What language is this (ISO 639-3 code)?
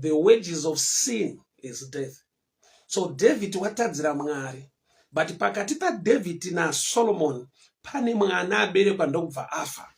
sna